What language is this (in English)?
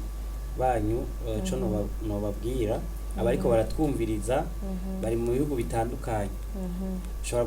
Rundi